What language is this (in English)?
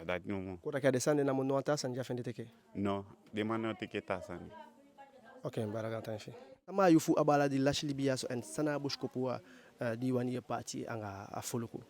Eastern Maroon Creole